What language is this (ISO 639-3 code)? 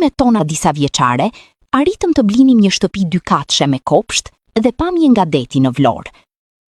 sqi